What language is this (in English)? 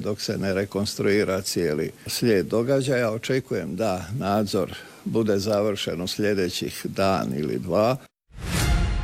Croatian